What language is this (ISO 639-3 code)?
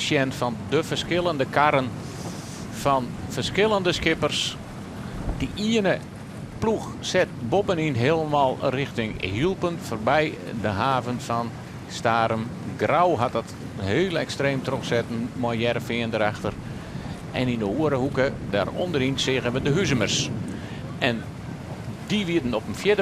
fry